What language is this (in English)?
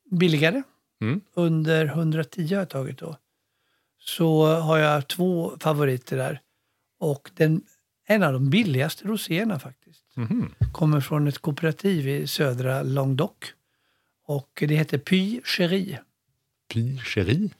Swedish